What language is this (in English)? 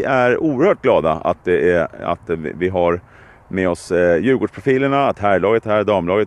Swedish